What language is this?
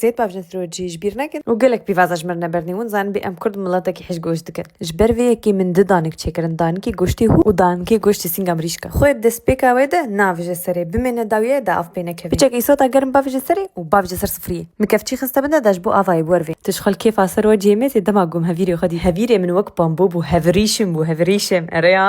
Kurdish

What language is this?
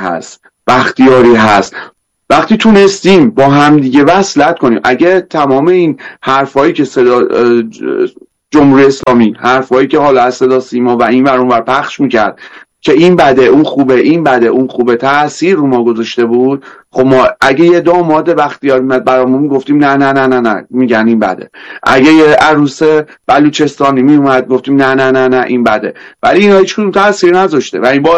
Persian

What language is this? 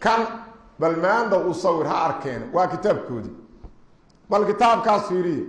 Somali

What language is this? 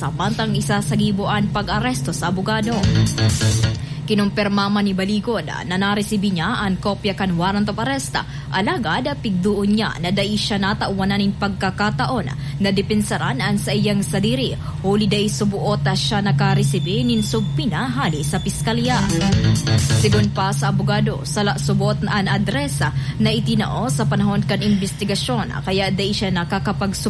Bikol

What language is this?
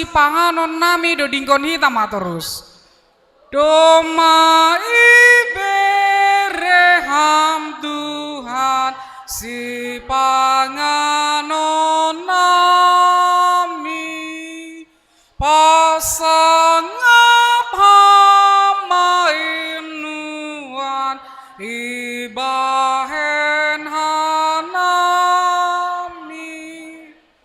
Batak Simalungun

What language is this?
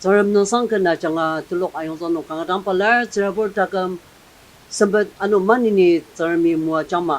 Ao Naga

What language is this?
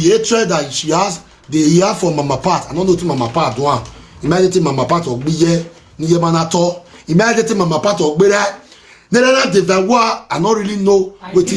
Nigerian Pidgin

